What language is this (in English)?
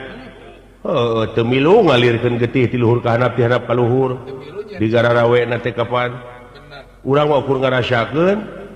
Sundanese